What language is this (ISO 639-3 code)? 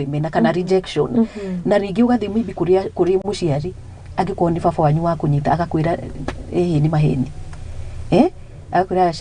kik